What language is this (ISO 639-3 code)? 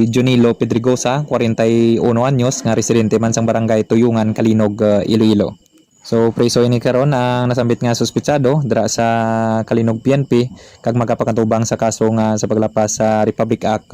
hil